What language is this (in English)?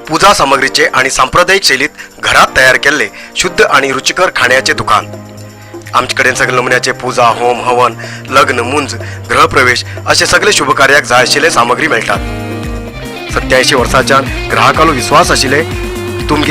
Konkani